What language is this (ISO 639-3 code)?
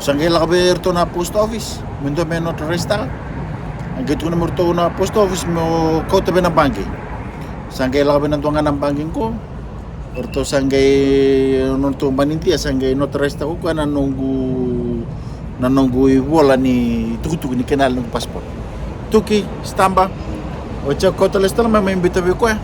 fij